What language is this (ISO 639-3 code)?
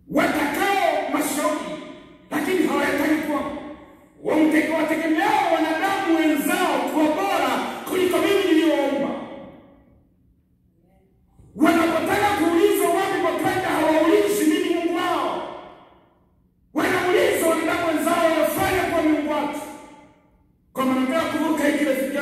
swa